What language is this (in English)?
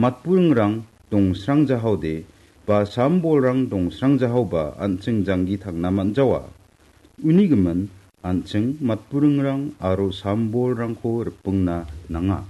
Garo